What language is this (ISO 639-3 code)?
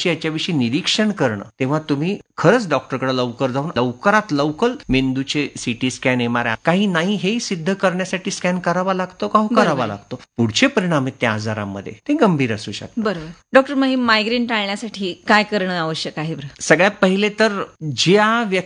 mar